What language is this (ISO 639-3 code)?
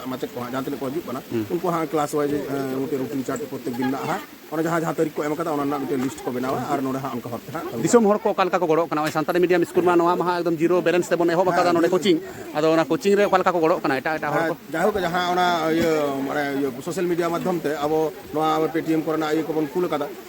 sat